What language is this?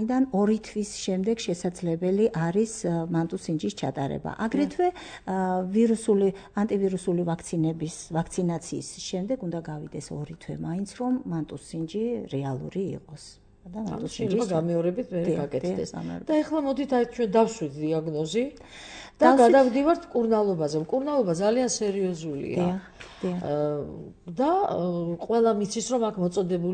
Georgian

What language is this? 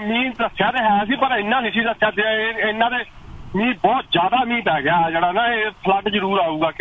Punjabi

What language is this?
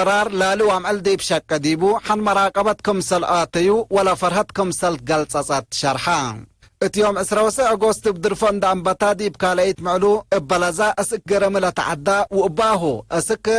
Tigre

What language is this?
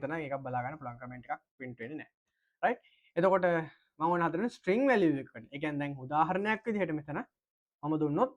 Sinhala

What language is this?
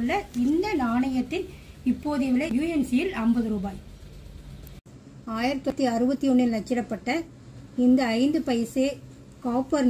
Tamil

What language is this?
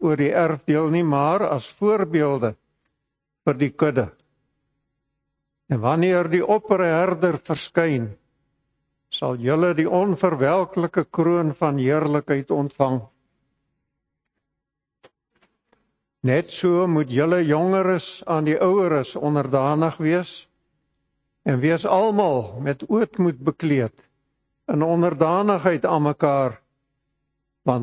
Afrikaans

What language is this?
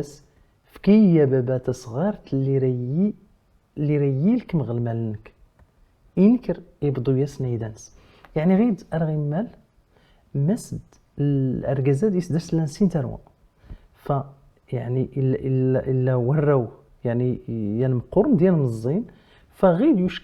Kabyle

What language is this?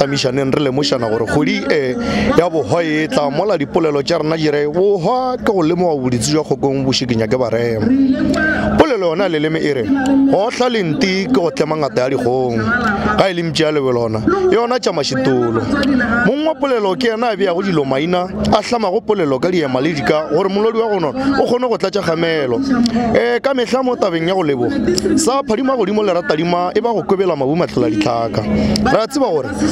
Northern Sotho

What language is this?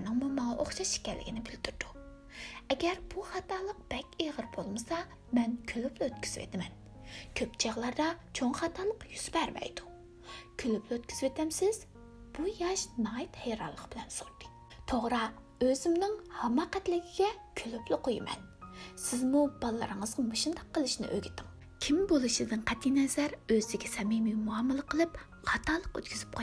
Uyghur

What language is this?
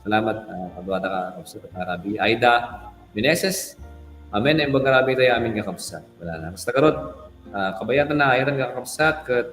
Iloko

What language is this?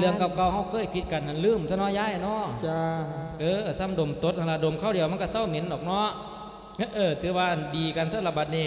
Lao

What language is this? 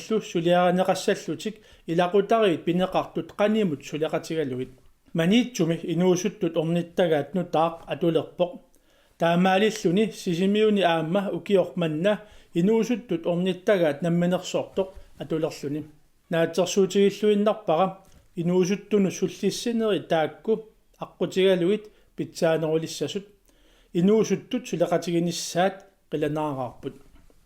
Kalaallisut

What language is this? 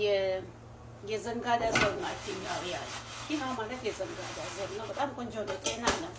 Amharic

